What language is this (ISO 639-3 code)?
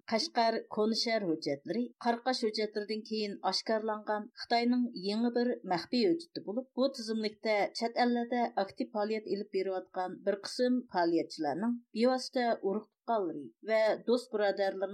uig